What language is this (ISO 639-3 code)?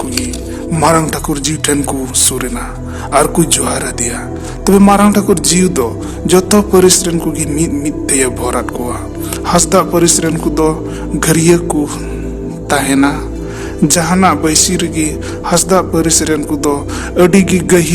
sat